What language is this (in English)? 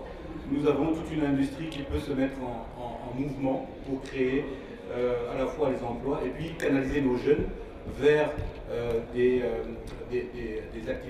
French